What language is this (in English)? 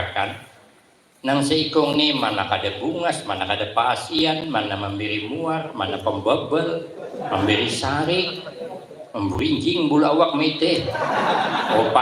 Banjar